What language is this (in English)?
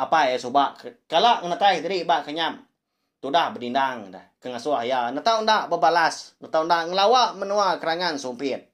Iban